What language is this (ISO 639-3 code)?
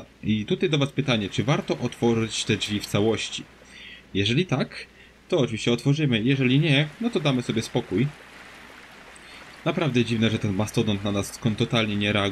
pol